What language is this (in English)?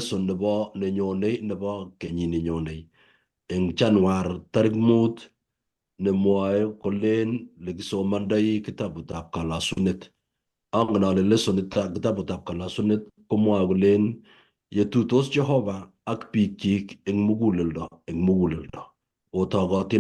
Kalenjin